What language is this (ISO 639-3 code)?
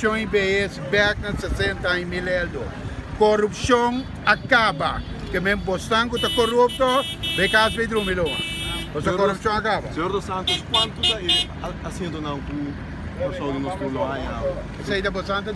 pap